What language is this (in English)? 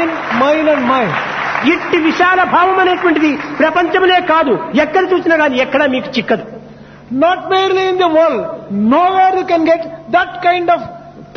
Telugu